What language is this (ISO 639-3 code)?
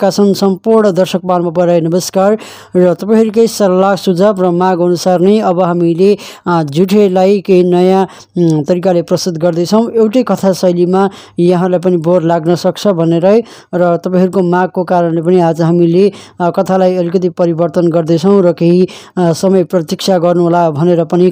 nep